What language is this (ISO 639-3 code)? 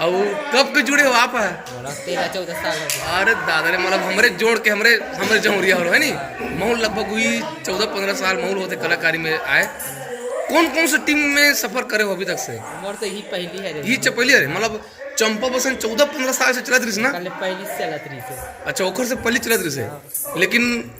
hne